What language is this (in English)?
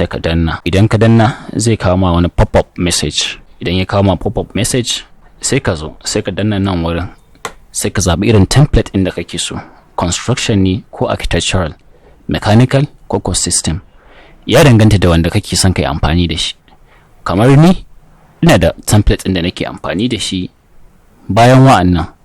Hausa